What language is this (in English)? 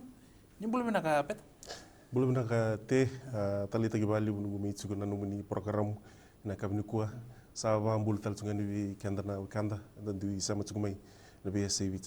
Fijian